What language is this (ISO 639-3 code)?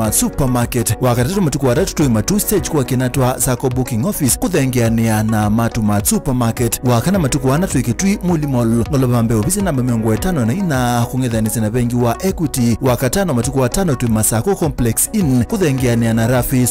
kam